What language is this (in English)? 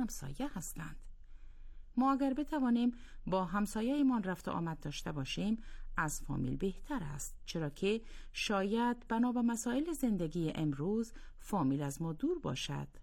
Persian